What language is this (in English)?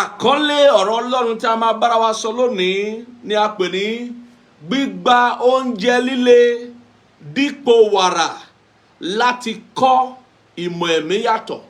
Yoruba